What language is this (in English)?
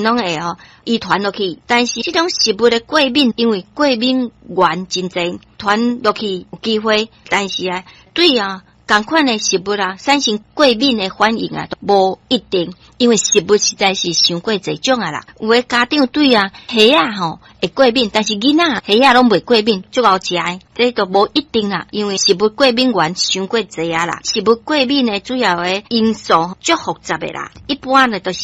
Min Nan Chinese